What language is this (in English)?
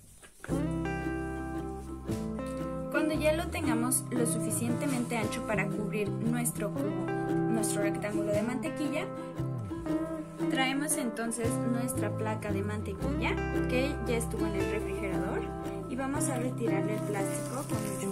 Spanish